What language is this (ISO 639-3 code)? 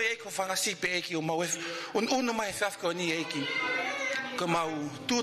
ton